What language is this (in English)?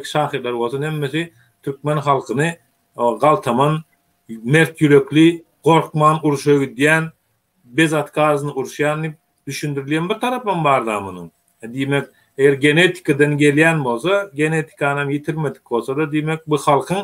Turkmen